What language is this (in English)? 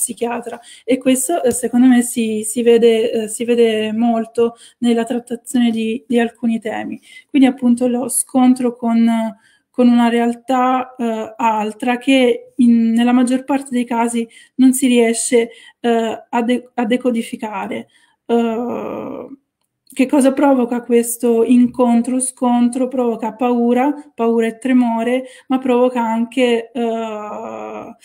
Italian